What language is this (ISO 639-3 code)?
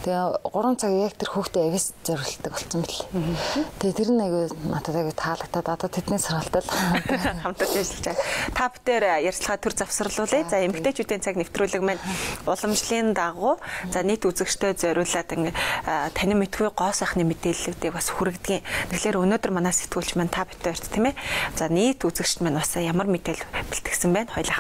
mon